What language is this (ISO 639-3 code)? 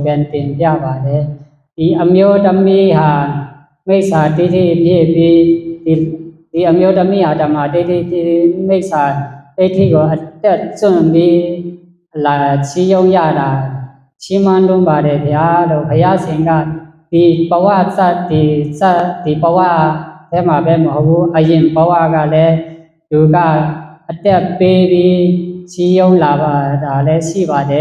shn